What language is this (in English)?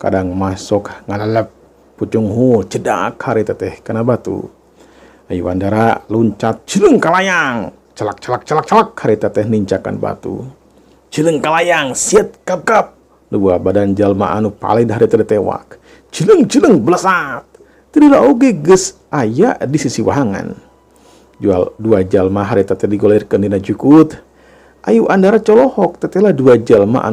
Sundanese